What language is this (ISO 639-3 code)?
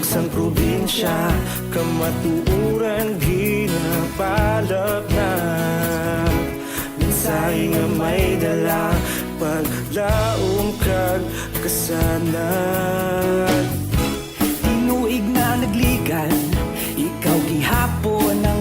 hil